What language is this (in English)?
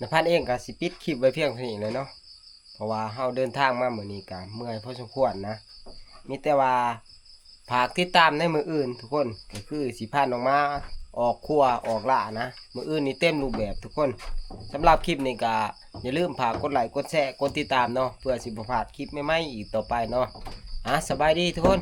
Northeastern Thai